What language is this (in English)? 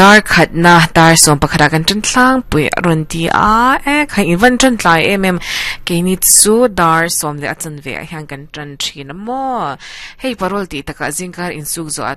Mizo